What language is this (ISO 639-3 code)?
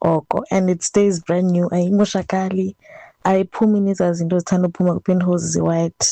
xho